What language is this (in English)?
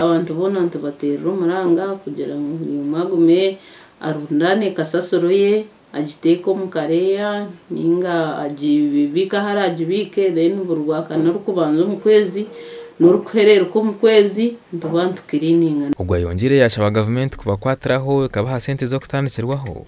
Nyankole